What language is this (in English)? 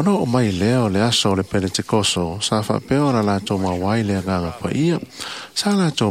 Samoan